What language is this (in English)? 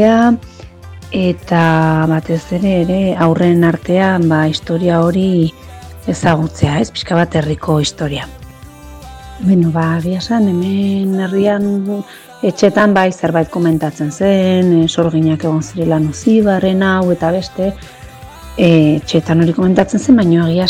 Basque